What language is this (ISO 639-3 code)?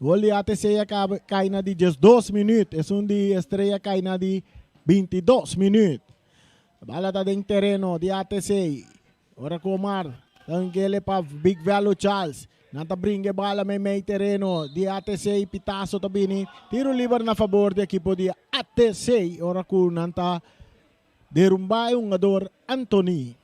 pap